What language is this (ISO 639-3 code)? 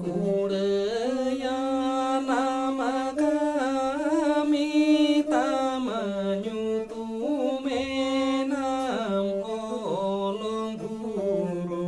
sat